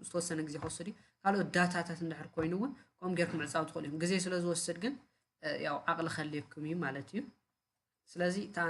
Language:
Tigrinya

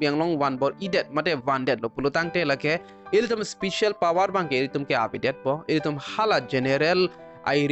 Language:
Karbi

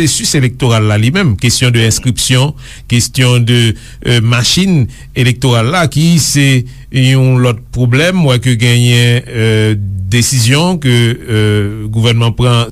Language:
Haitian Creole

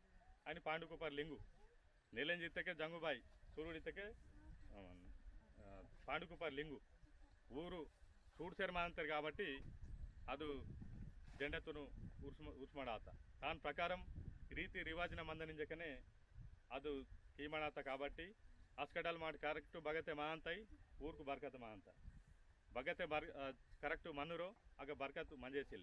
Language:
Aheri Gondi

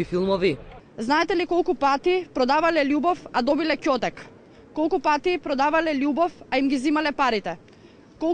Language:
Macedonian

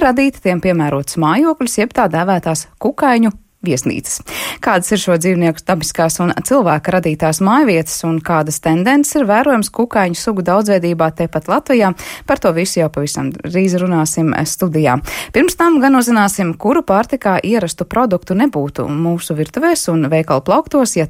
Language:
Latvian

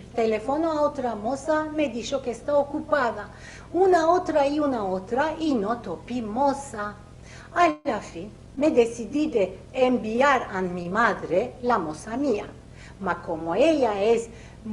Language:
Ladino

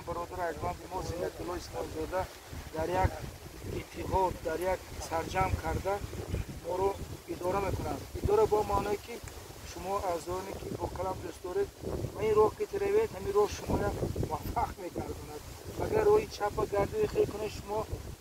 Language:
Tajik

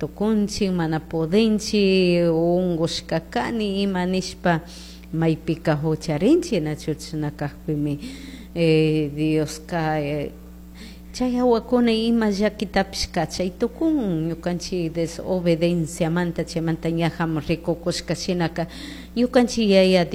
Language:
Chimborazo Highland Quichua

